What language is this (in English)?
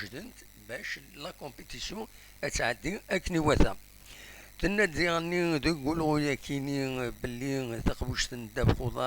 Kabyle